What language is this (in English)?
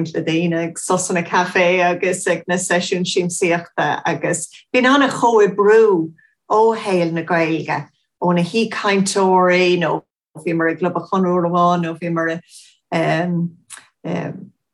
Irish